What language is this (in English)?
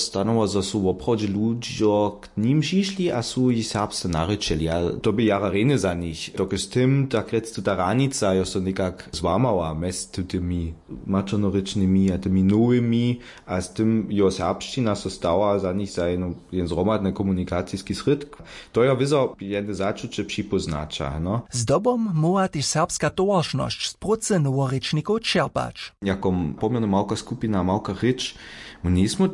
Upper Sorbian